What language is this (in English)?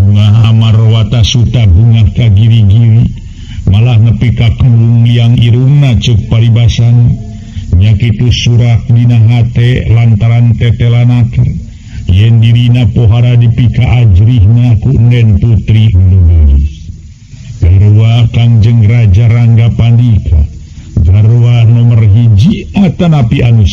Sundanese